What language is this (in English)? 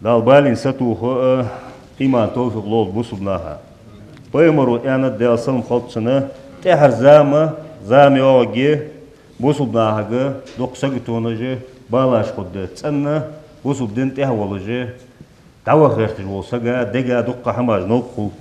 Ingush